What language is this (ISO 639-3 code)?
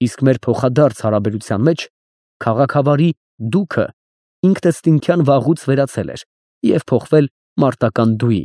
hye